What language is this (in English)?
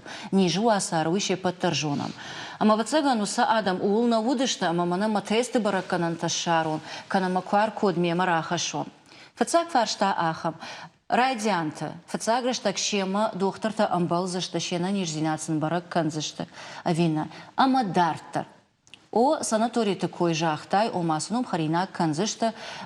Ossetic